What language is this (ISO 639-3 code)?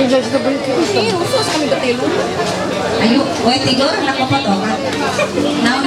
mhy